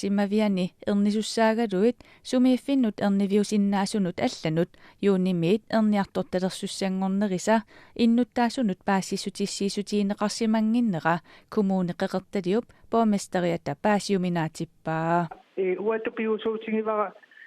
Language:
Kalaallisut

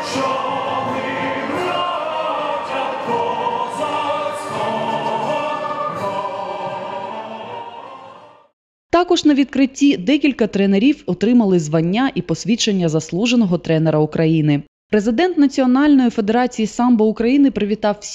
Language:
Ukrainian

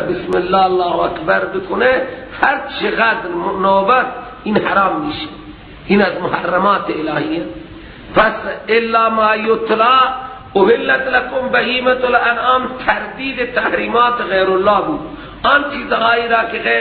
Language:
Persian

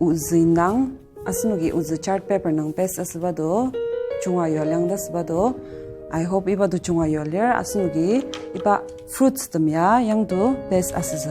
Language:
Ao Naga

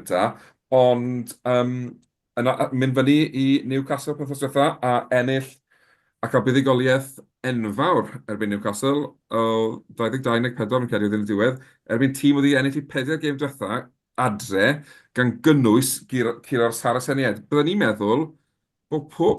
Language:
Welsh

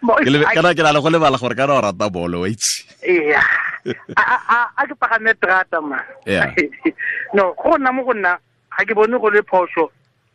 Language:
Tswana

